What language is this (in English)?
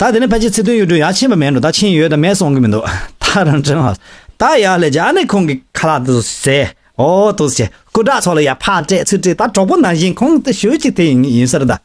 Tibetan